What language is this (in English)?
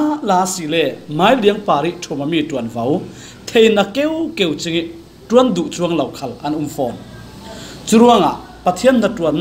Falam Chin